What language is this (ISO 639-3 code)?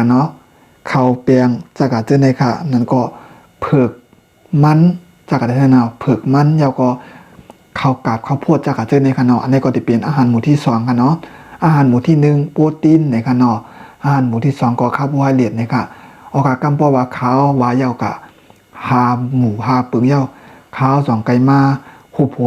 shn